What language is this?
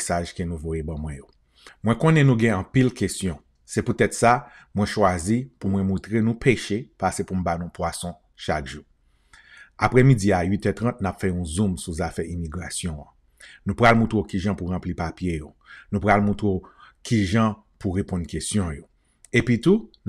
Haitian Creole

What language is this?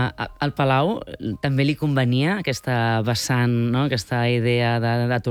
Catalan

